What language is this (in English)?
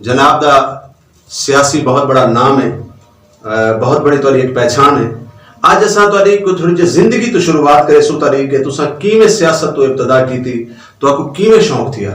Saraiki